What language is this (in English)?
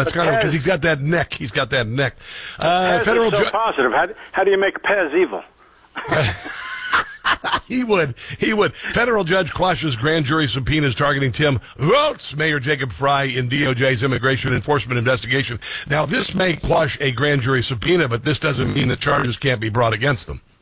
English